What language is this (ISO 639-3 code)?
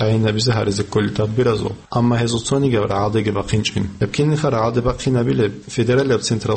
ava